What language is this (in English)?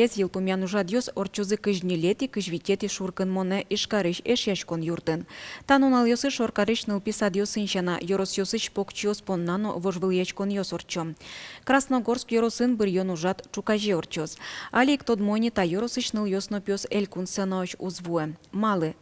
Udmurt